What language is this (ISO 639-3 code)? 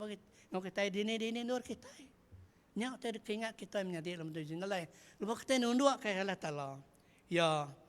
iba